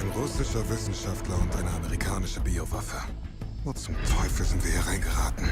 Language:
Bavarian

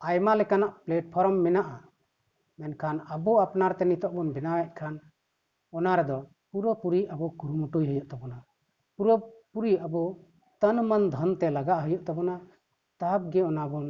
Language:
Santali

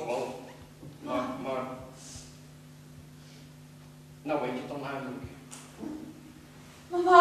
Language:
Dutch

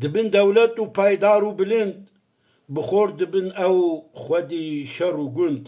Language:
Kurdish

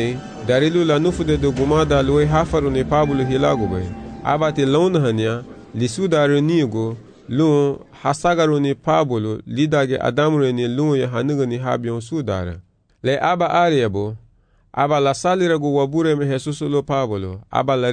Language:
Garifuna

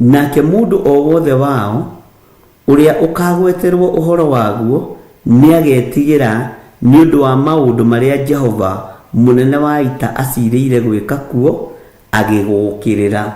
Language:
Kikuyu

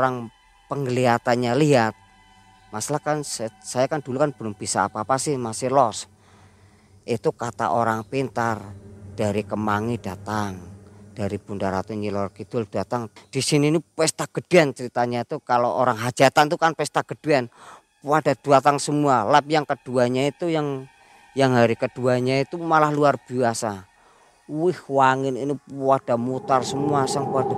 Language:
Indonesian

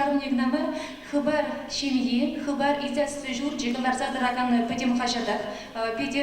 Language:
Chuvash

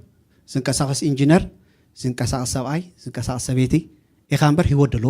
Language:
Tigrinya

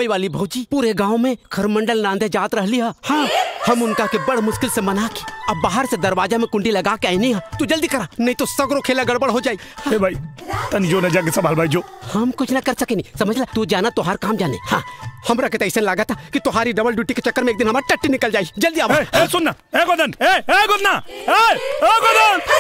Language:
Bhojpuri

